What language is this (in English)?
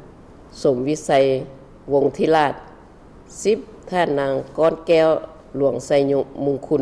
Lao